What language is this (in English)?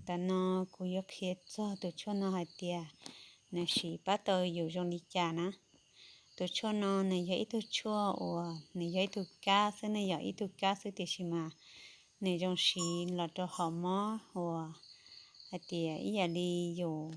Hmong